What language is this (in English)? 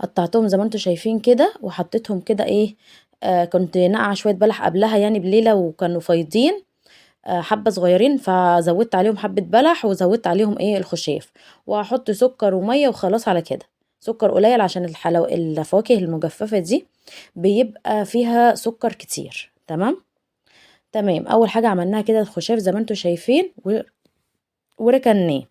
Egyptian Arabic